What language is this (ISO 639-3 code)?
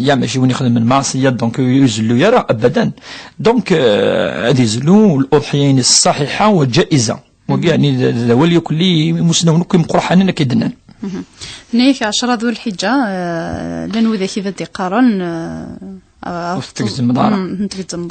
kab